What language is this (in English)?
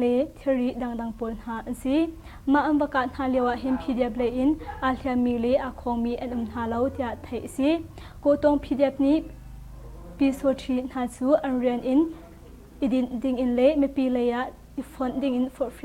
Hakha Chin